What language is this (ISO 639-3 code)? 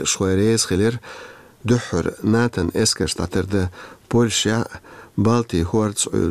che